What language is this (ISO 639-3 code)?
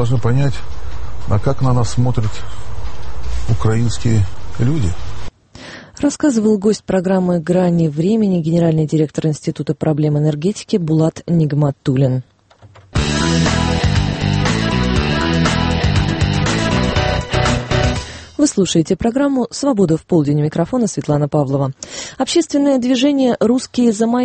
rus